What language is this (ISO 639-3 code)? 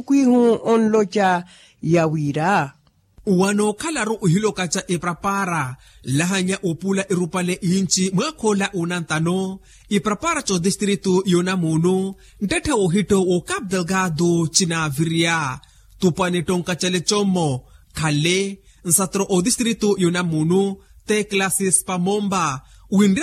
vmw